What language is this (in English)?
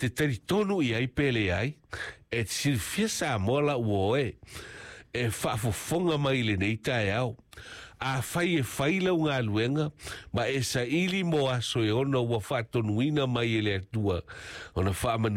Samoan